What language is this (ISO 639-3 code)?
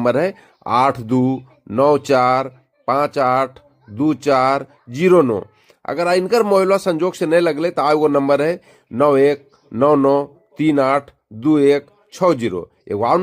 mag